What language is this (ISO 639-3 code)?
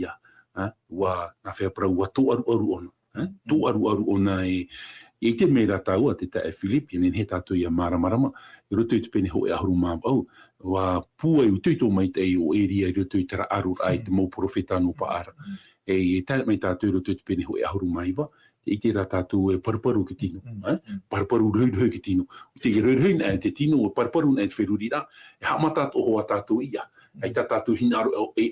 tah